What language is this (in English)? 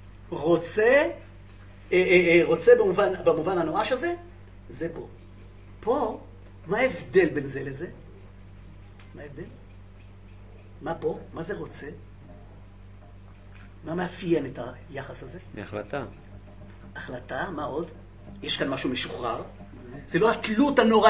Hebrew